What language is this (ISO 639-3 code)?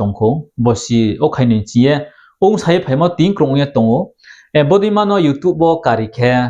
ria